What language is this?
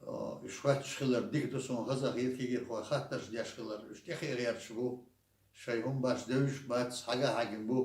Chechen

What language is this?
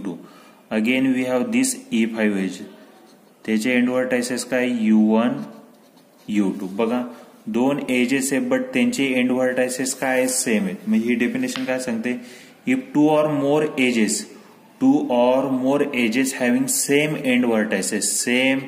Marathi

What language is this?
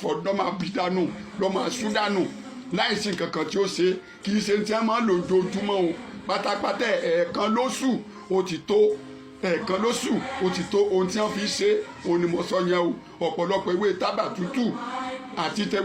Yoruba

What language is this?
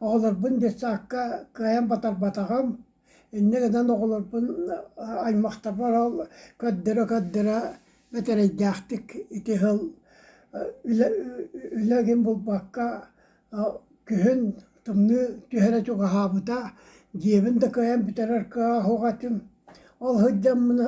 Yakut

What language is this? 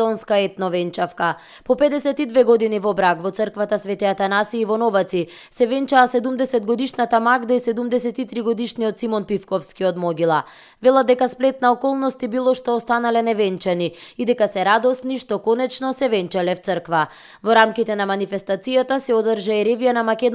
Macedonian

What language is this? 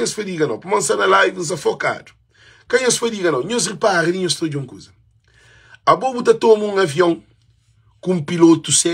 Kabuverdianu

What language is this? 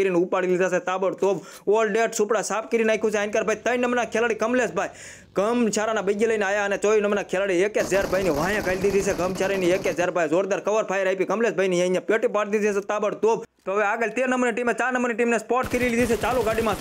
Gujarati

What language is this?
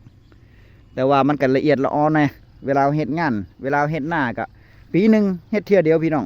Northeastern Thai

